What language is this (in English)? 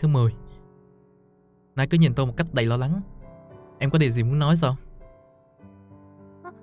Vietnamese